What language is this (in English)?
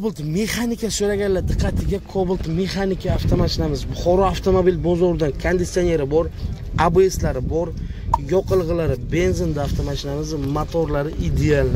Uzbek